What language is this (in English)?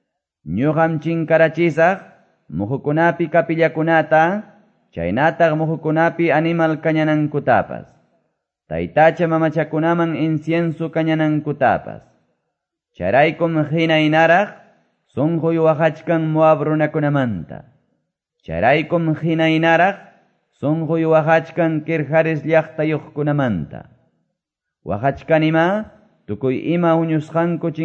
Quechua